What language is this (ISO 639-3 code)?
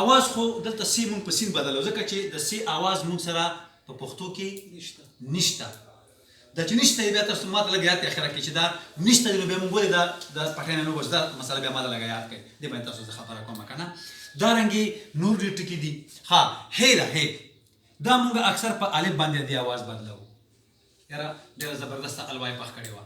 pus